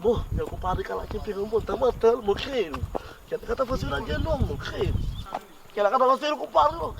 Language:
Kabuverdianu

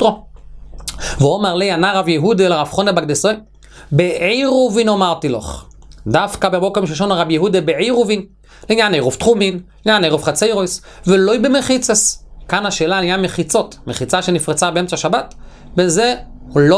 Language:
Hebrew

